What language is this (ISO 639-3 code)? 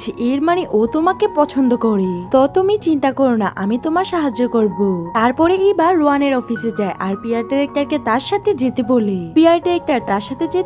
ben